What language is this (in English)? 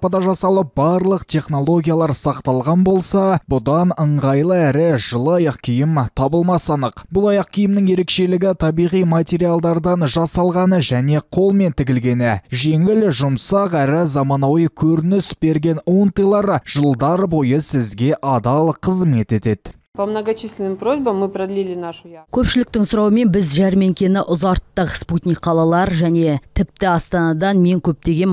Kazakh